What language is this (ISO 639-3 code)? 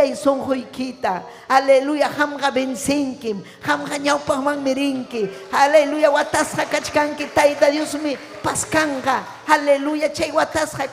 quy